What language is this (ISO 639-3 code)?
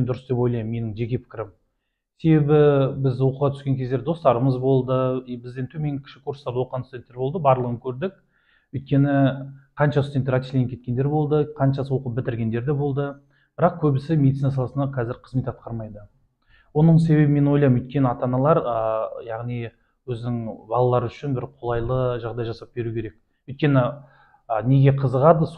kaz